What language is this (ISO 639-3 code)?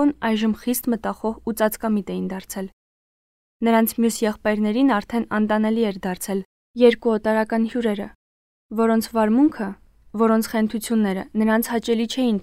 hye